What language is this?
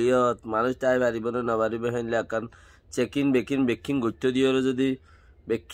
Rohingya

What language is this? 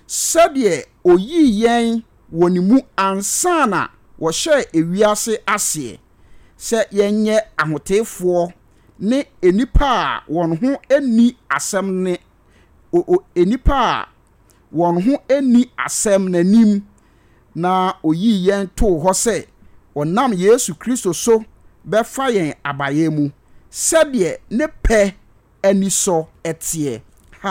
Akan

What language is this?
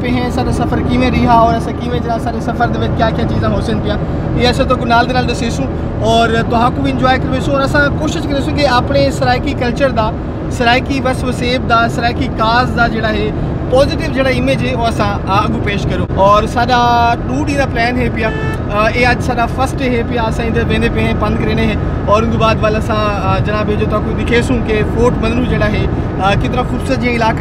Saraiki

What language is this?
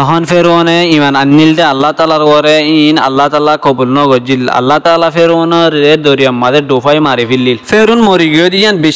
Rohingya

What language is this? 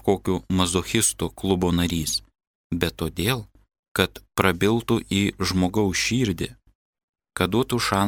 Lithuanian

